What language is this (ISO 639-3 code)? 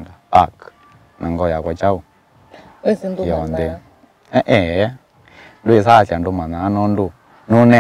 kam